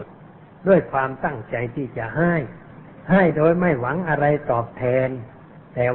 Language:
Thai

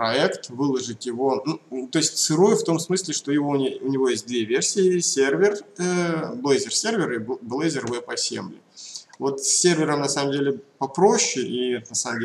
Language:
Russian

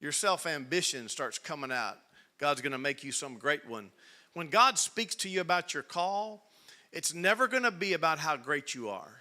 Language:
English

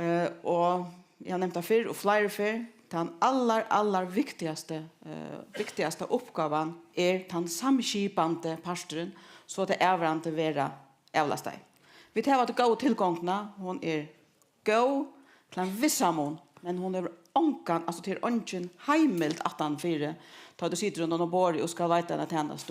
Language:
Faroese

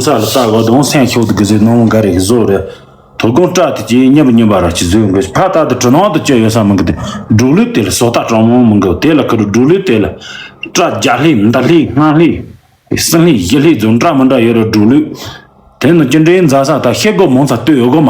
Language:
Tibetan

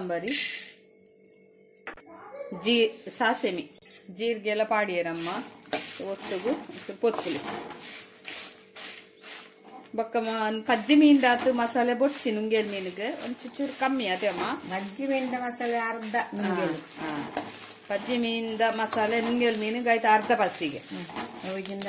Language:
Tulu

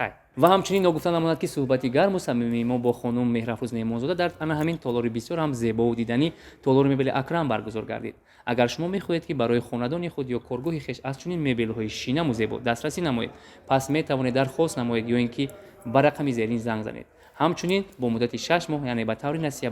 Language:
Tajik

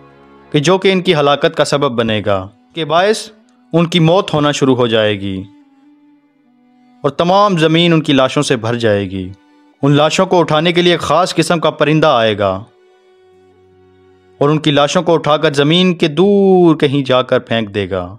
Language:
Urdu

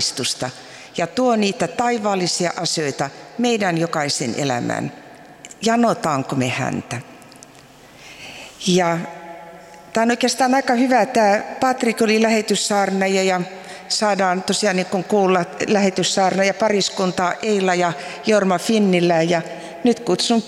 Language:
Finnish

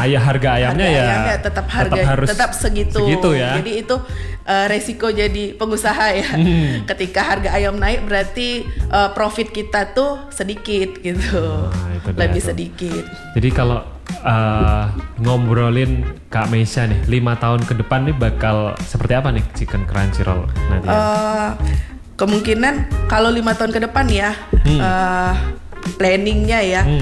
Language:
Indonesian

